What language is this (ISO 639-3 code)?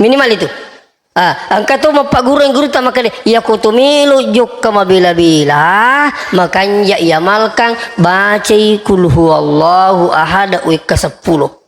bug